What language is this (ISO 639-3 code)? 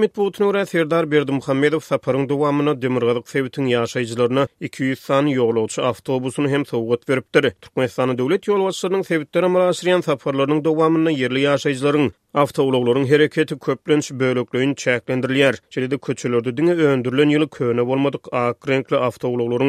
tuk